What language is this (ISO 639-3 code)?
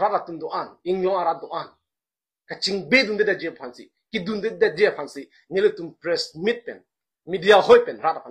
mjw